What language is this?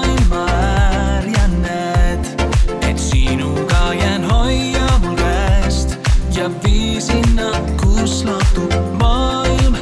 Estonian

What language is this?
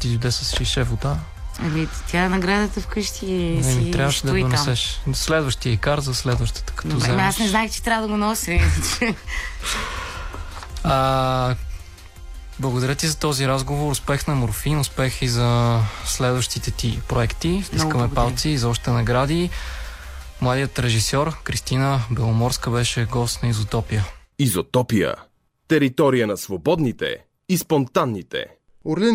Bulgarian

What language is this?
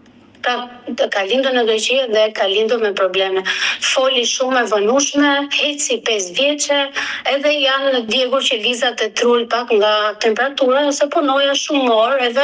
Albanian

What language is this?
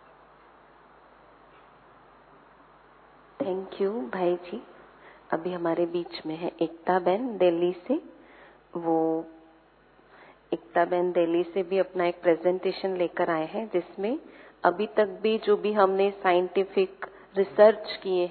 Hindi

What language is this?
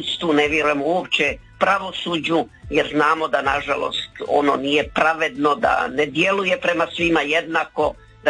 Croatian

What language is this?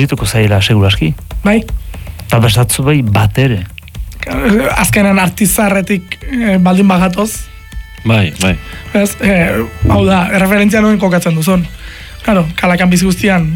Basque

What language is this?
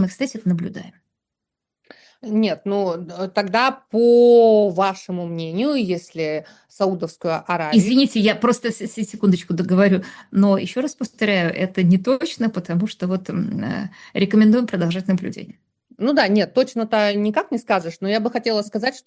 Russian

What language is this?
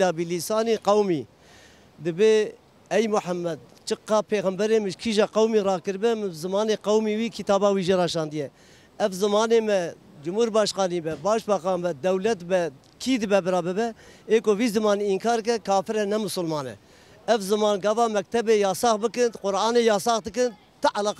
Kurdish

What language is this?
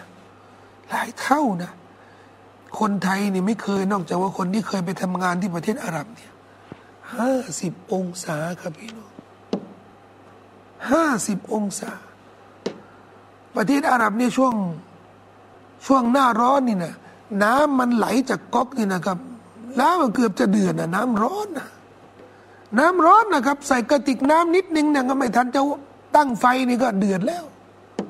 Thai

